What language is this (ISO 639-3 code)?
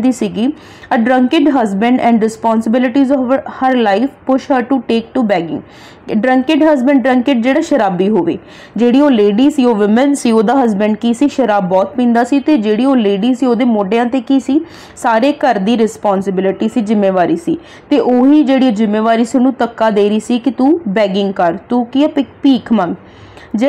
pan